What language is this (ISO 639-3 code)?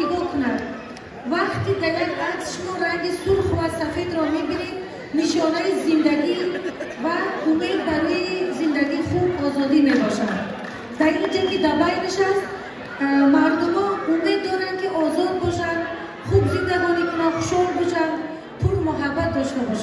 tgk